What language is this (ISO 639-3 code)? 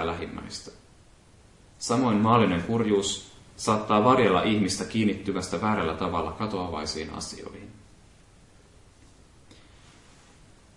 fin